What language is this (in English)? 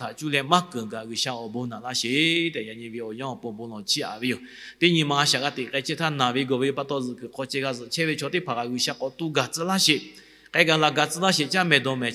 Lahu